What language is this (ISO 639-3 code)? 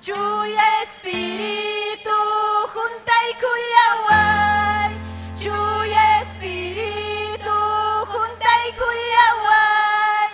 quy